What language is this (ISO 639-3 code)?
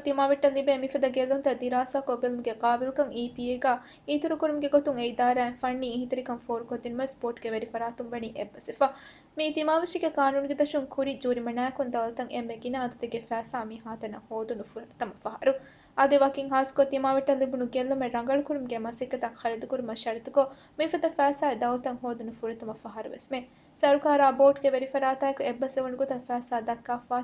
div